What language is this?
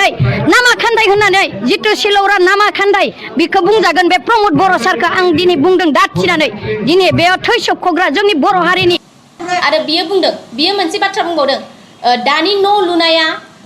Bodo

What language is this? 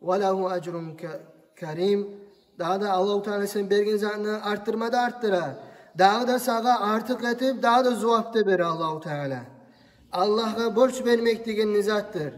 Kumyk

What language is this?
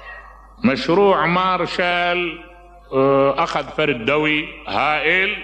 Mesopotamian Arabic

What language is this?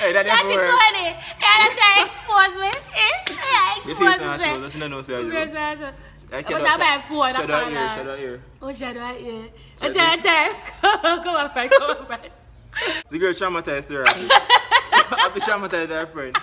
Jamaican Creole English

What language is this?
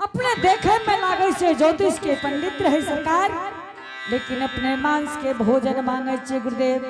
Angika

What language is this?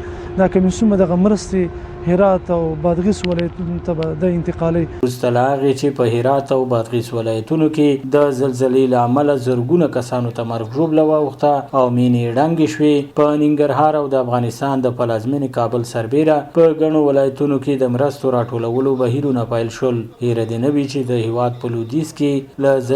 Pashto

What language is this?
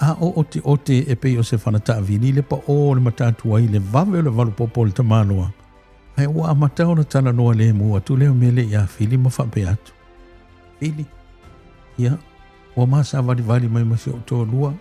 Samoan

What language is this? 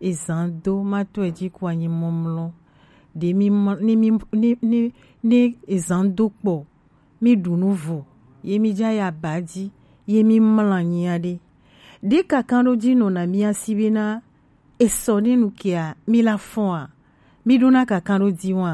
Gen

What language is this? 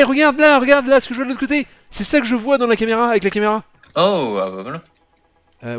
French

